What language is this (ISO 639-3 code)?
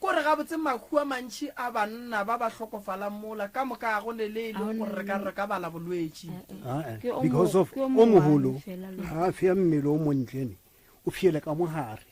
nso